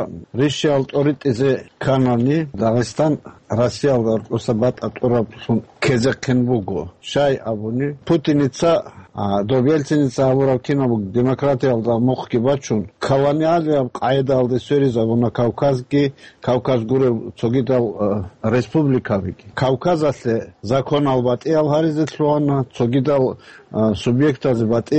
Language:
Avaric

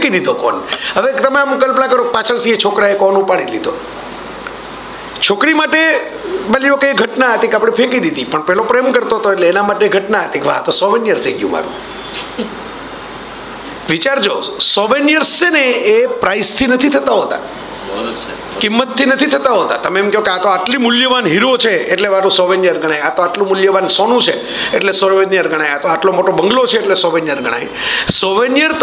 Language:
Gujarati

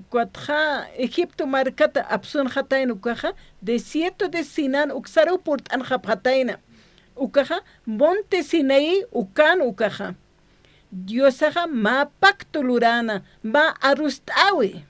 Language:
Aymara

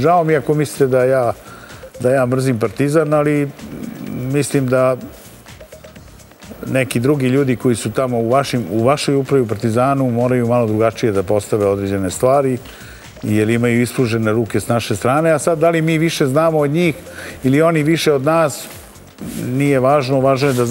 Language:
Serbian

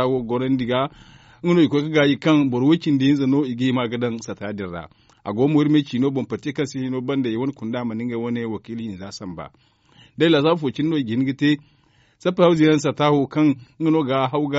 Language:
Zarma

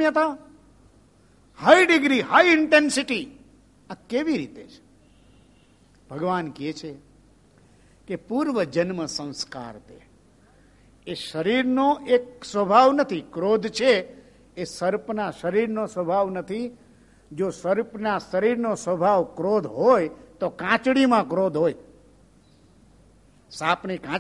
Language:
Gujarati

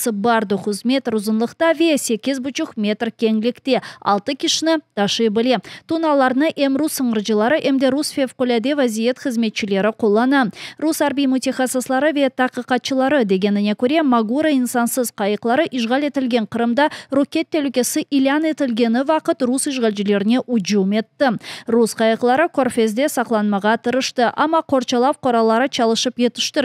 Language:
Crimean Tatar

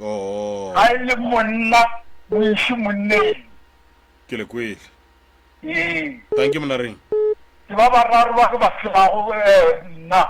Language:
Northern Sotho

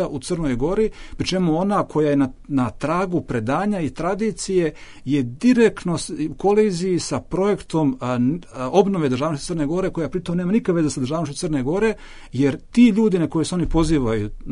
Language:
Bosnian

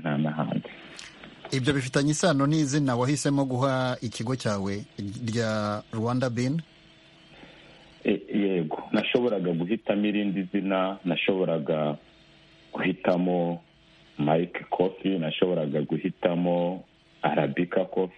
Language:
Kinyarwanda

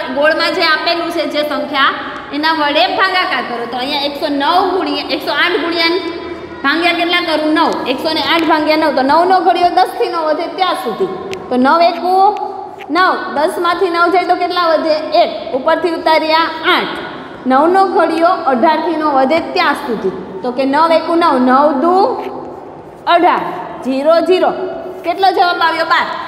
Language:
Gujarati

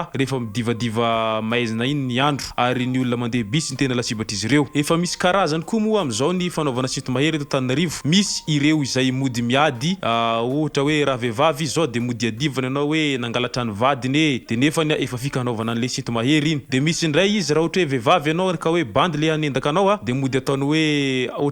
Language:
Malagasy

